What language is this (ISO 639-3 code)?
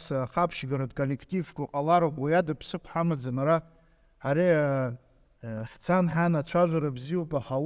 abk